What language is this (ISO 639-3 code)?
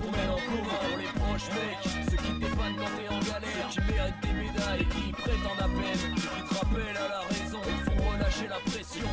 fra